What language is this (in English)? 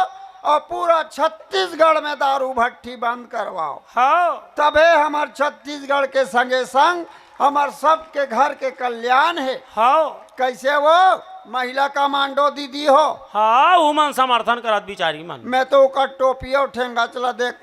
Chhattisgarhi